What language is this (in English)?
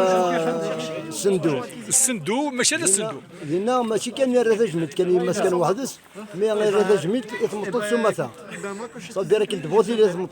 Kabyle